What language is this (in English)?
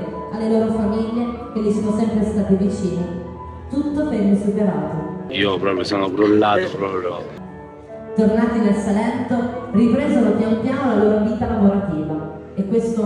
Italian